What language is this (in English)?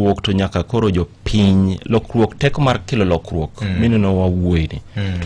Luo (Kenya and Tanzania)